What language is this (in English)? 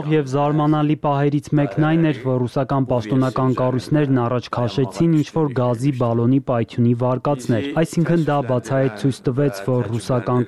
Armenian